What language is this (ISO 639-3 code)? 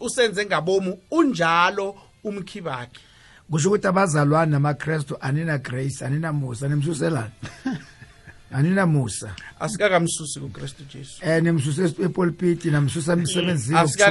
nbl